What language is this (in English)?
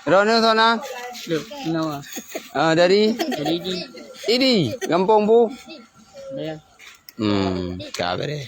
Achinese